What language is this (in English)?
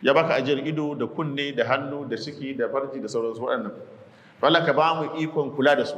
Hausa